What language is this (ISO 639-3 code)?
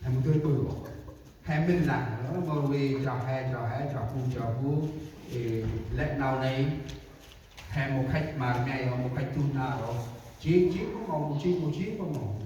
cmo